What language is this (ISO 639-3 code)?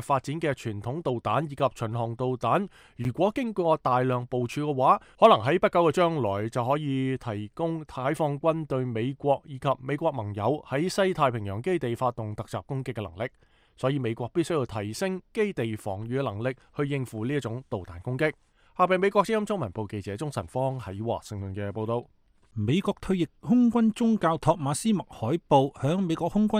yue